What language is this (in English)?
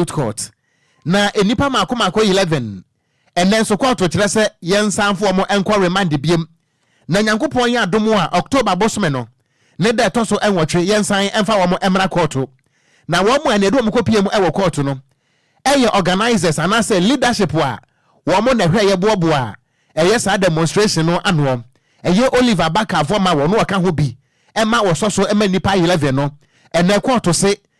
Akan